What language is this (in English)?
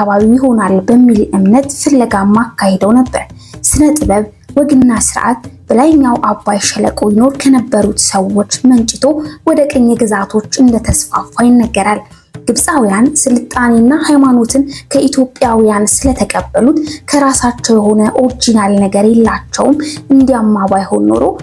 Amharic